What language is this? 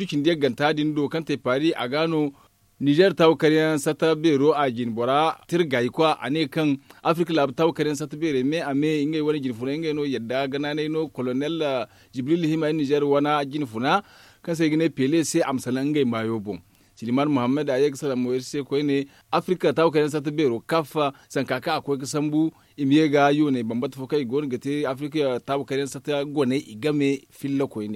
Zarma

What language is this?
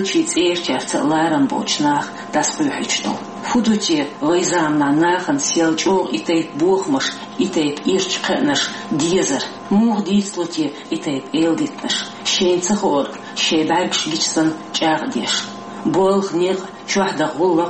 Chechen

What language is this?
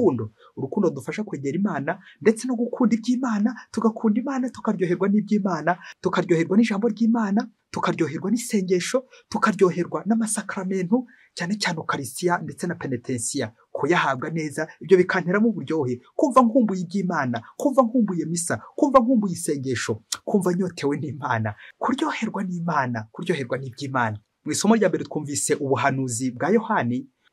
Kinyarwanda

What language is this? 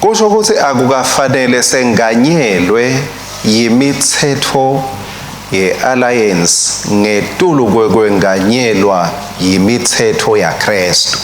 Swati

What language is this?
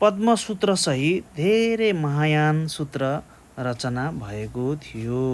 Nepali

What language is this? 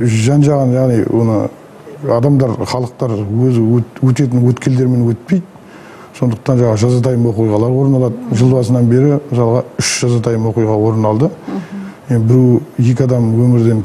Kazakh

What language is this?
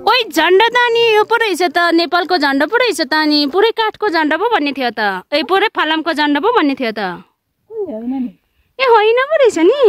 Nepali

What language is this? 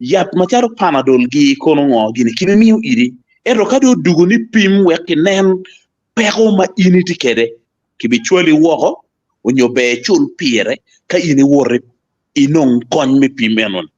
Acoli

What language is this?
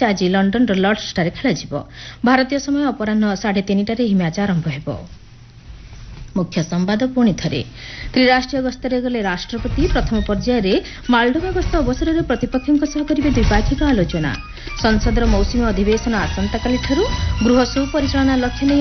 Odia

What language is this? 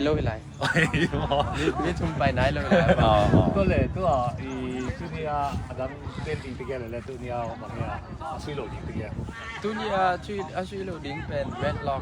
Tedim Chin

